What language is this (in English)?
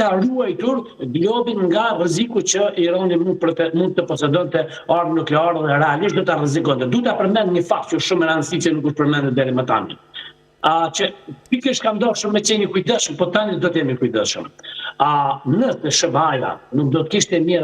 Albanian